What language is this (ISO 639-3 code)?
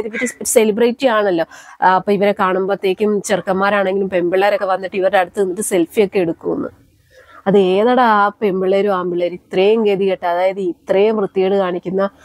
mal